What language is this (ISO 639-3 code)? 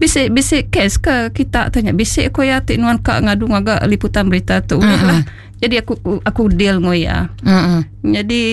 iba